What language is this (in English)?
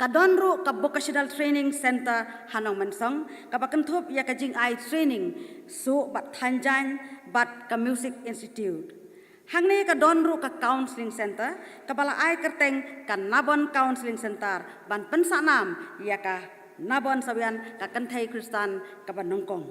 Khasi